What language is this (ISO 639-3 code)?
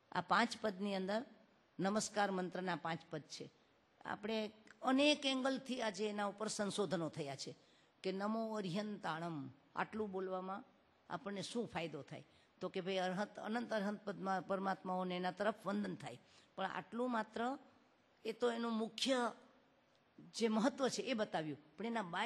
guj